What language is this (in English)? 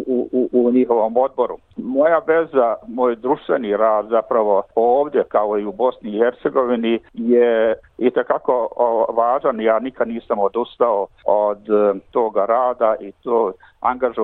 Bosnian